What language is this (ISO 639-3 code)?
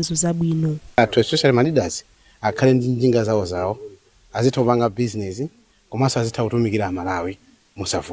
nya